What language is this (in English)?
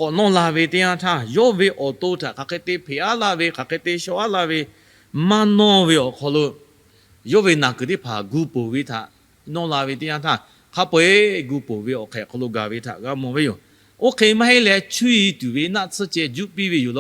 Lahu